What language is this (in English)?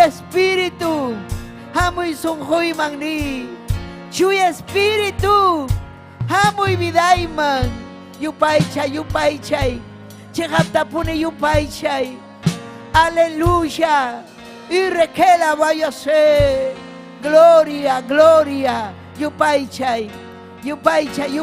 Ayacucho Quechua